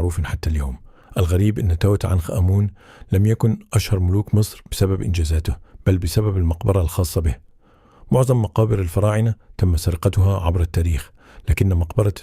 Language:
Egyptian Arabic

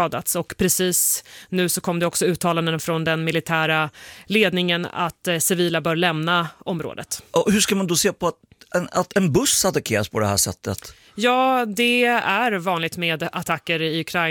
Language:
Swedish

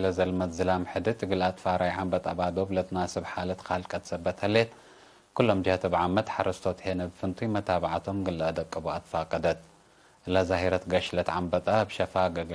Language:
Tigre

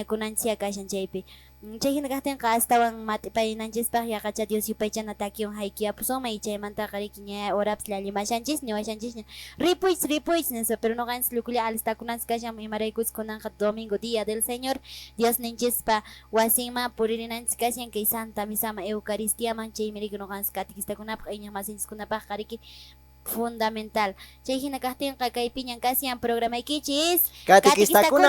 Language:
Quechua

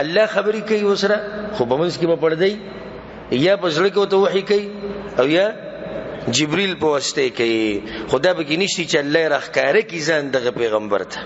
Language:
Pashto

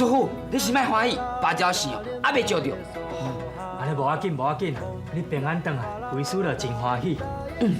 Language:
Min Nan Chinese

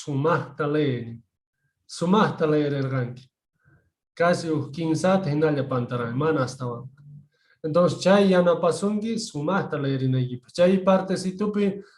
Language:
South Bolivian Quechua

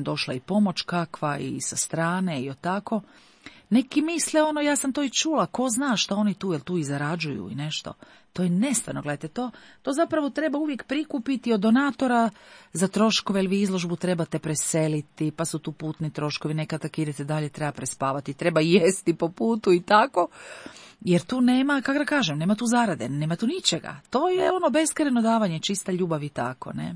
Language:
Croatian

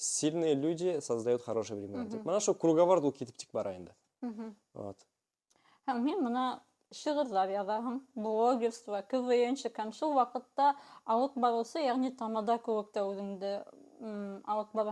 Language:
Bashkir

